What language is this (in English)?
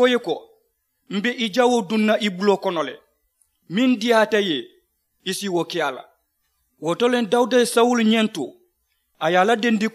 Mandingo